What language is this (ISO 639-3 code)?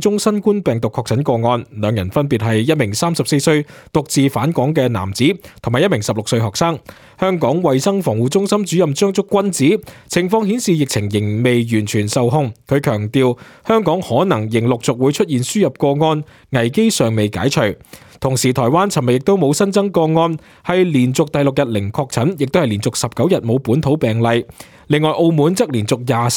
yue